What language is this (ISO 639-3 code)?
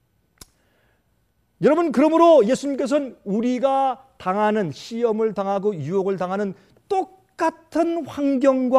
kor